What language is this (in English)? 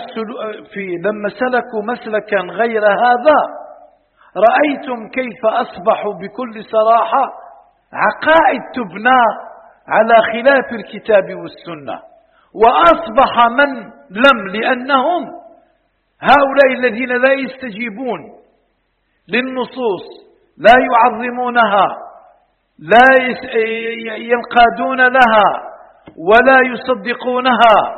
Arabic